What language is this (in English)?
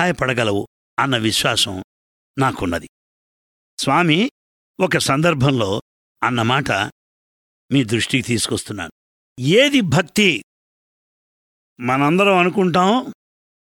Telugu